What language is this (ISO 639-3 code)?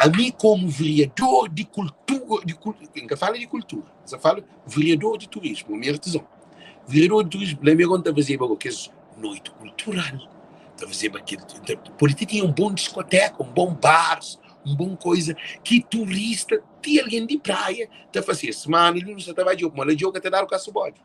kea